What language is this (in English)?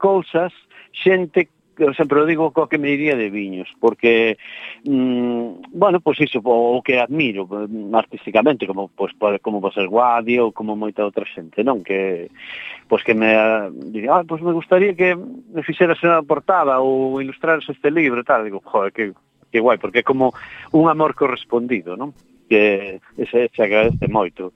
Galician